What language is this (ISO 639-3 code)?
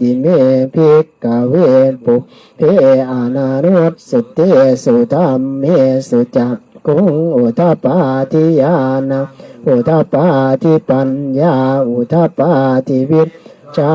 pli